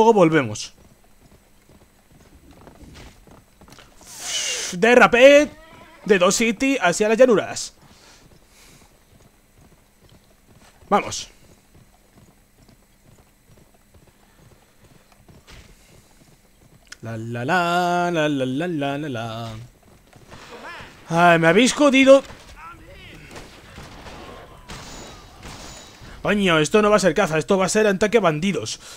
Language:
Spanish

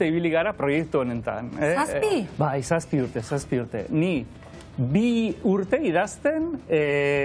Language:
Basque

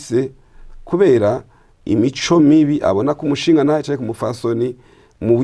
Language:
Rundi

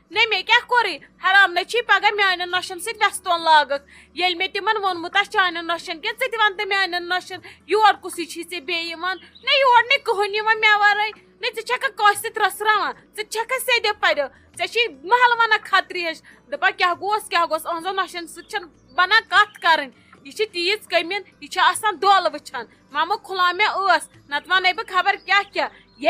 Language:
Kashmiri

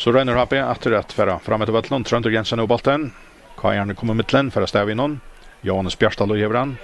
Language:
Faroese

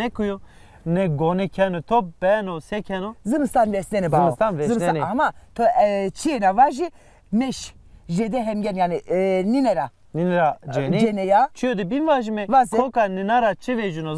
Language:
Zaza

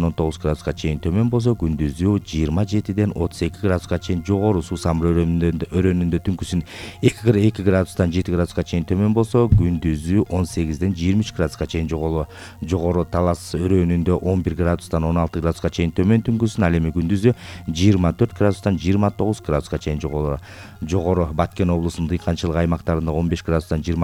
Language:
Kyrgyz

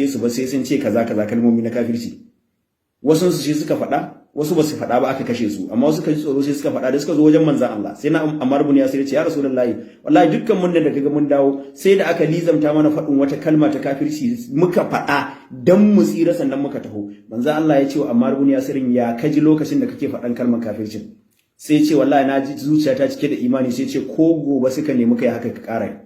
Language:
Hausa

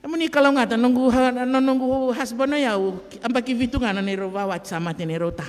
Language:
Fijian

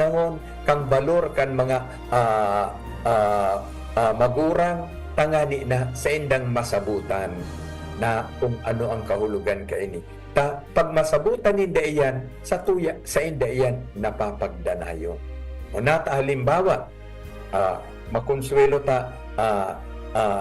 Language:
Bikol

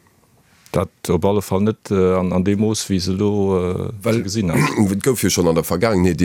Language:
Luxembourgish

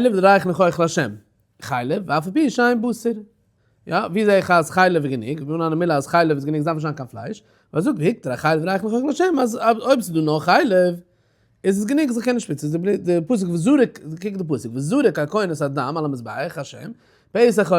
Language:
Yiddish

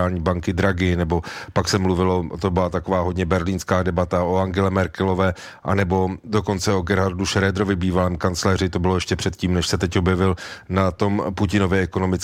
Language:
Czech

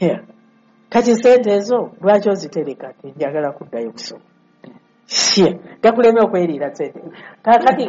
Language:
Ganda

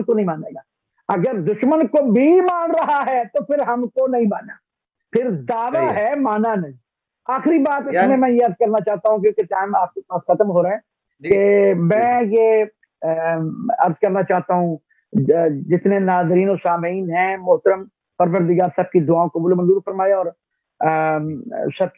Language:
Urdu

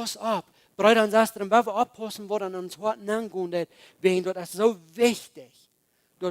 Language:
Plautdietsch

